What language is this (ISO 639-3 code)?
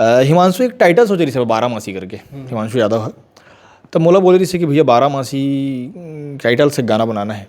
hne